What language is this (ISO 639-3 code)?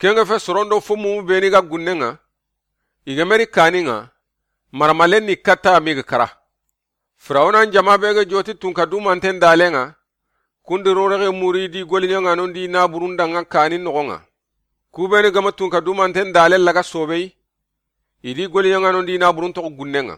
snk